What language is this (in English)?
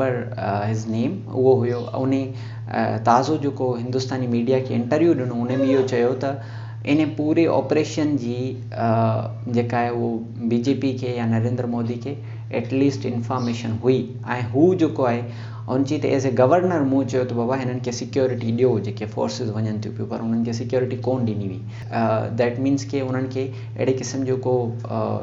Sindhi